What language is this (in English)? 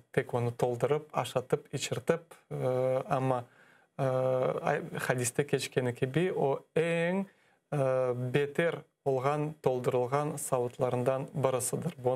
Crimean Tatar